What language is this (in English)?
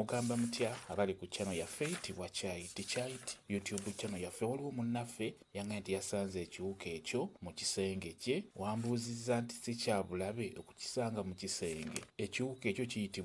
Ganda